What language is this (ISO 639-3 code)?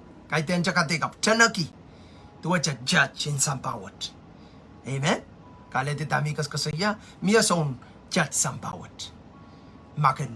pon